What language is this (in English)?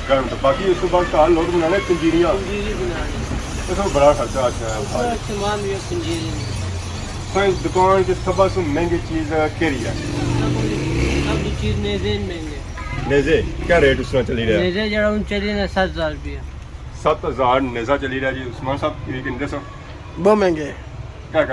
Pahari-Potwari